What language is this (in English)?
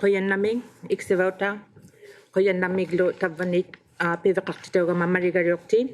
Inuktitut